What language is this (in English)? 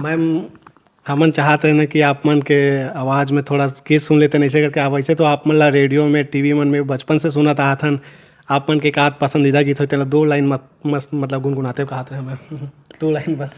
Chhattisgarhi